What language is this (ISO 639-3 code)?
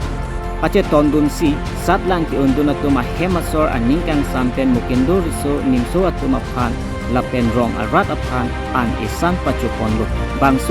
mjw